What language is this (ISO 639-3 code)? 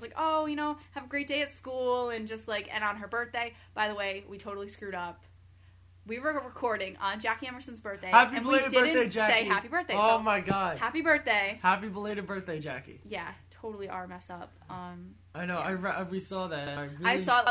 eng